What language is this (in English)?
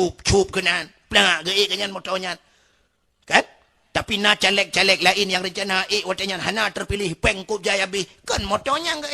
Achinese